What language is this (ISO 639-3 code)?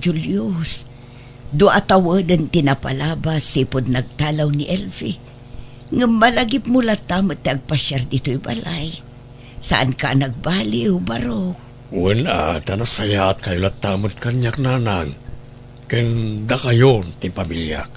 ilo